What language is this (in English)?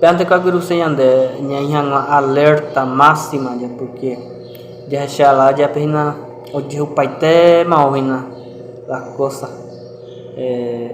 Guarani